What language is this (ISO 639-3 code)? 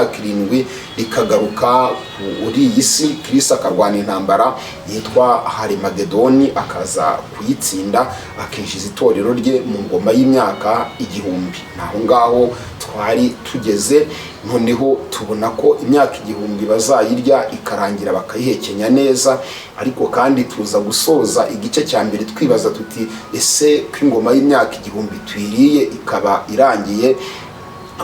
kin